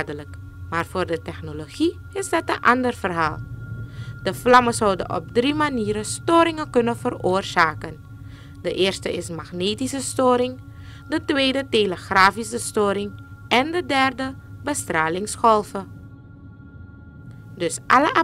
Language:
Dutch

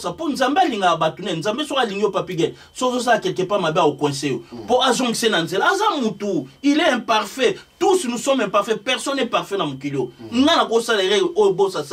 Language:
Lingala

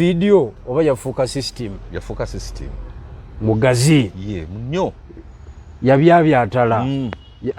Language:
Ganda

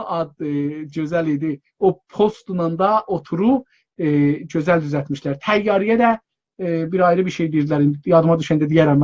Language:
South Azerbaijani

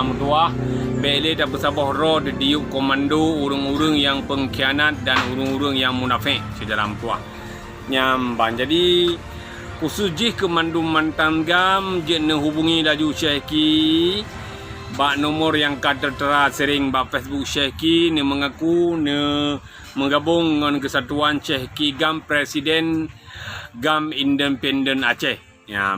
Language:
Achinese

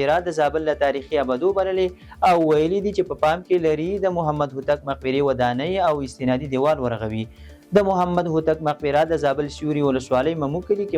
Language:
Pashto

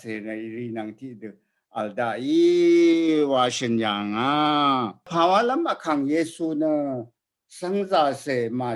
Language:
Rawang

